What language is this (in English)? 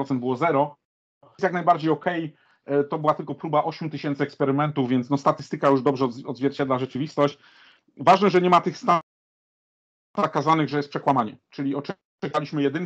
Polish